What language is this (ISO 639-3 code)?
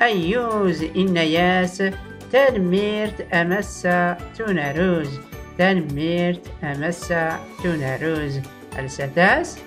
shi